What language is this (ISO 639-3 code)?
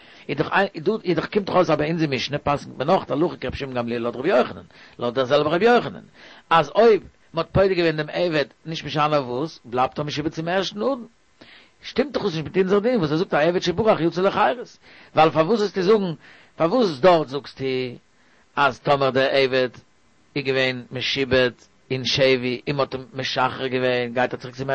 yid